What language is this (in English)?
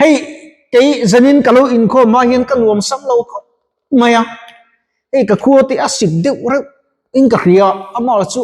Mizo